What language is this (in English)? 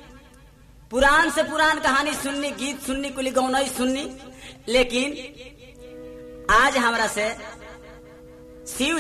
Bhojpuri